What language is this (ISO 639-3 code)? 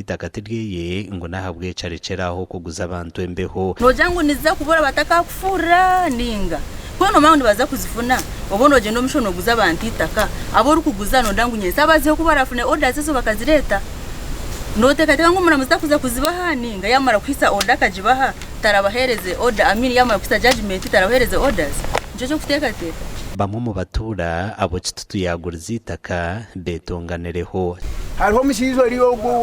nyn